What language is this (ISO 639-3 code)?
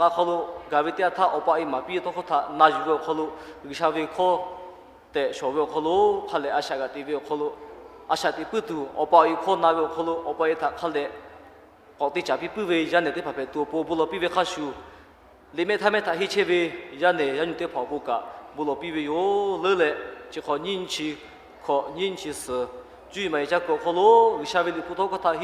lhu